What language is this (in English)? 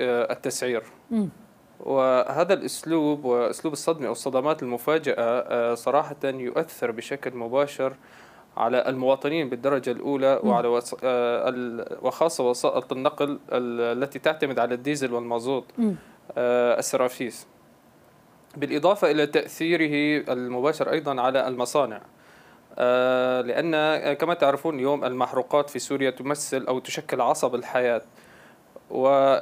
Arabic